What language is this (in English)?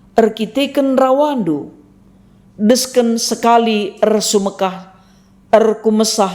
Batak Karo